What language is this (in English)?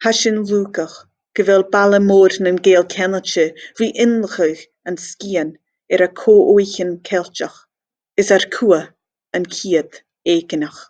Scottish Gaelic